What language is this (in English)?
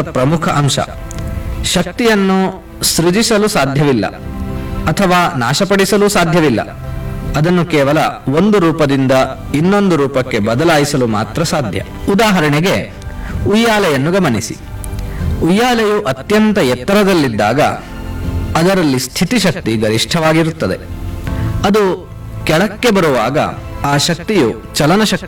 Kannada